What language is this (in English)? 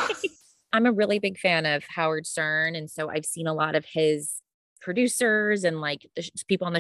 English